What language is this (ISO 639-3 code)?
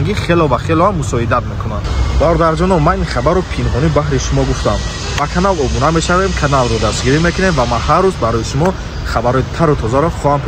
tgk